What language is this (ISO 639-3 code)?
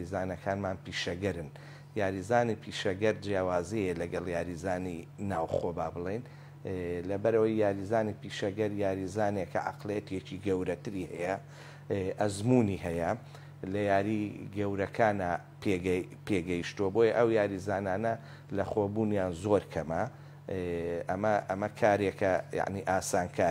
ckb